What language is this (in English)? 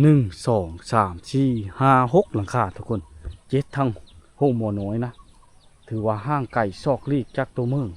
Lao